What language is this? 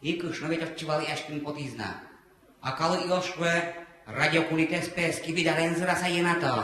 Udmurt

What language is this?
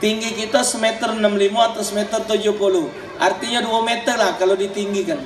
Musi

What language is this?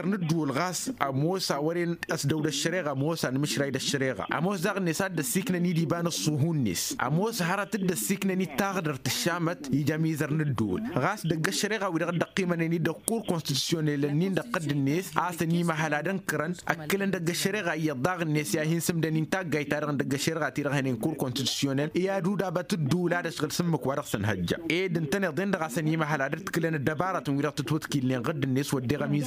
Tamasheq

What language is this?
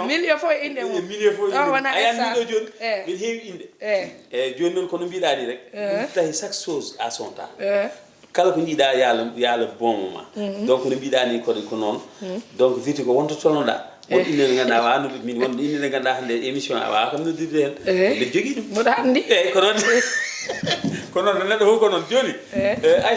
Fula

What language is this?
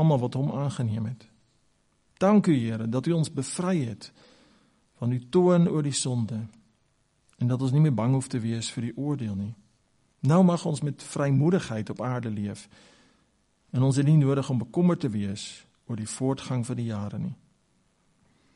Afrikaans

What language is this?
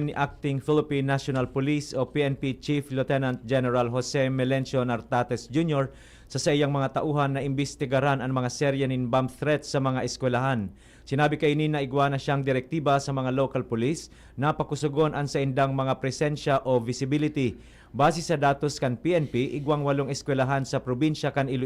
Bikol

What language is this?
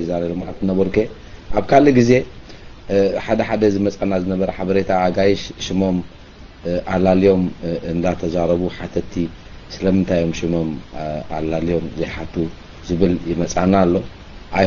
Tigrinya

